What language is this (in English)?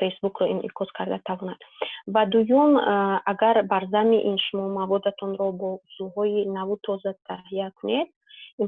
Tajik